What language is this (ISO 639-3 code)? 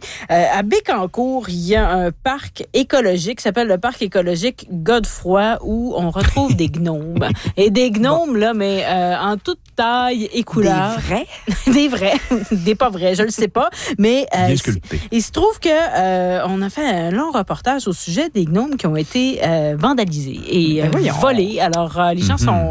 fra